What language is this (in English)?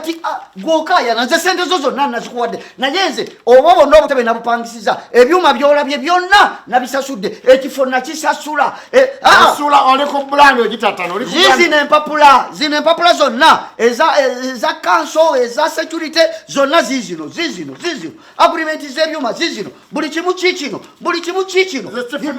Ganda